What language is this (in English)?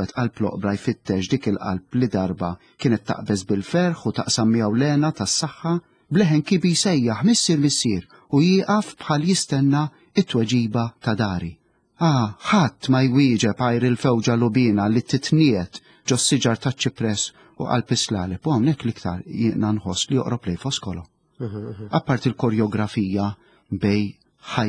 Maltese